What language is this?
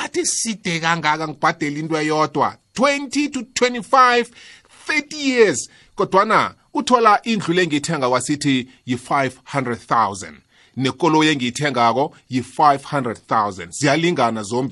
South Ndebele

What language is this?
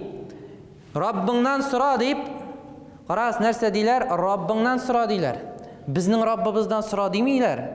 Tatar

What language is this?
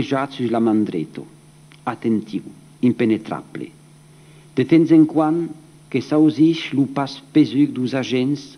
Occitan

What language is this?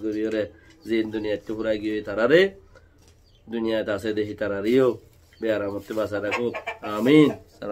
Rohingya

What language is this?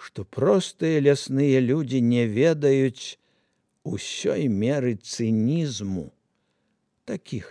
Belarusian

